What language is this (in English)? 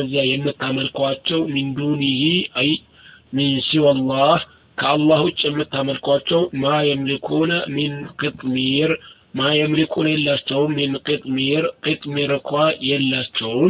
Amharic